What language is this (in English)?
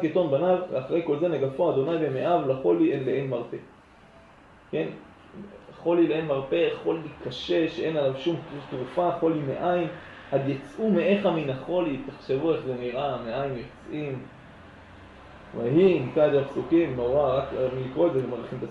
Hebrew